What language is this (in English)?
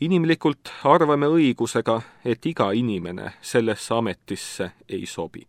Estonian